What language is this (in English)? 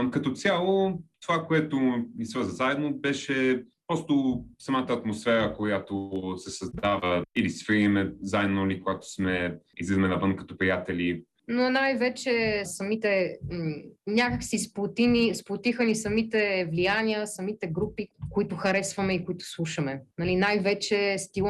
Bulgarian